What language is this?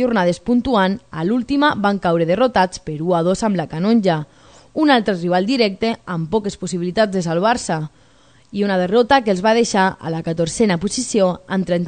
Catalan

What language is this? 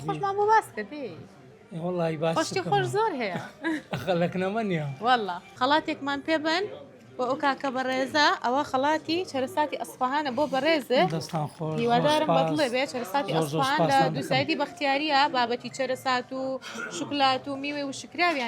Central Kurdish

